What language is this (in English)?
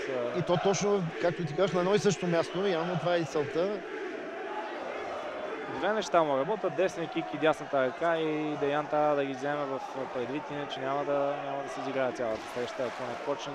Bulgarian